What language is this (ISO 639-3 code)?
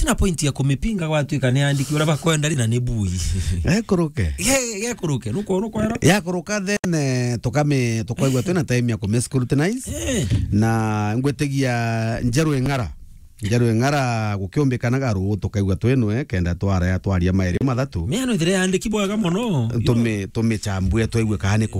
mer